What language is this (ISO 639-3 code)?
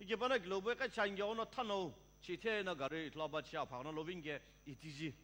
nsm